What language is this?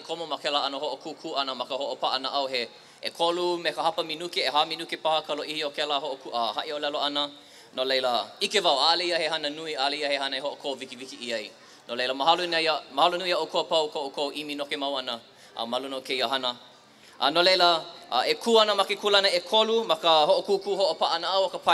Hawaiian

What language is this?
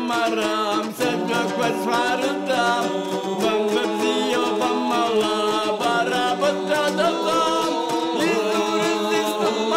Abkhazian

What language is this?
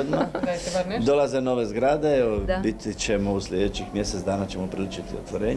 Croatian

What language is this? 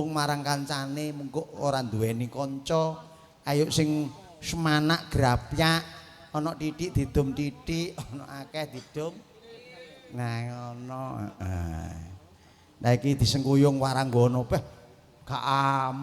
Javanese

